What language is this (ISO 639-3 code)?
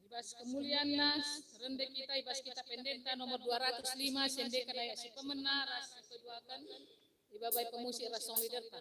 btx